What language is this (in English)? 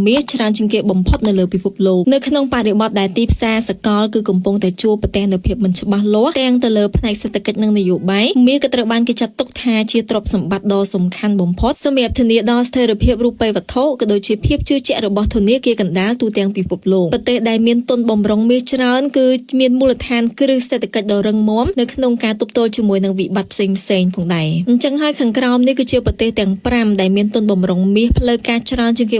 Khmer